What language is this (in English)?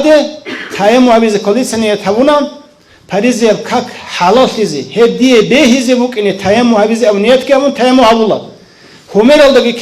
Avaric